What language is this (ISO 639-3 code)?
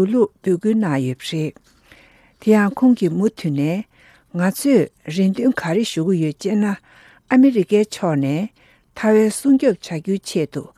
bod